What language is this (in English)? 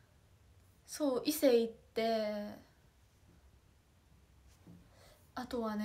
Japanese